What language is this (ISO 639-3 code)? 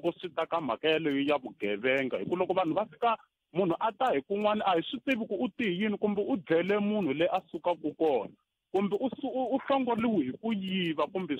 tso